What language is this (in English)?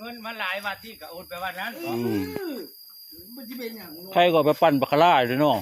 Northeastern Thai